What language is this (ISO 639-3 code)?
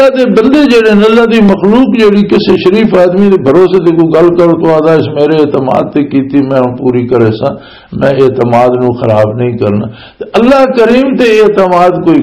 lah